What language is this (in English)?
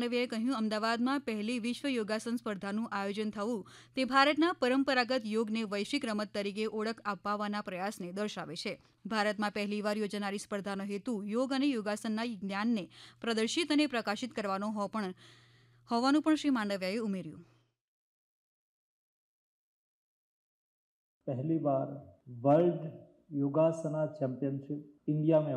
Gujarati